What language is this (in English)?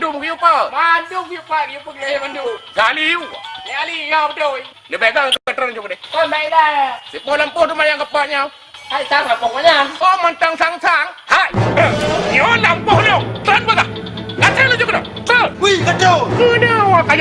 Achinese